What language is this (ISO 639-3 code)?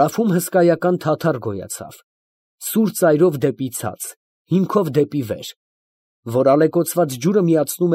hye